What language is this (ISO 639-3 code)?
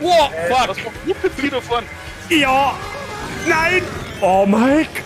bar